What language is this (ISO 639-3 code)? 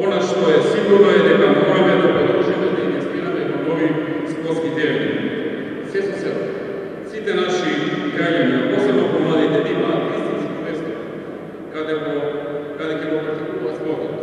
mkd